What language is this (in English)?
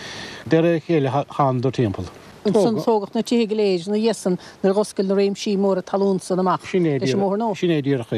Irish